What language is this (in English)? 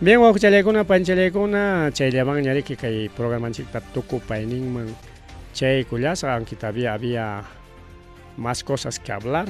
Ayacucho Quechua